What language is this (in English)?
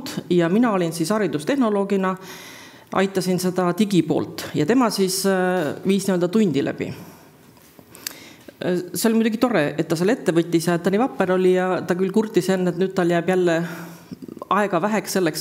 Estonian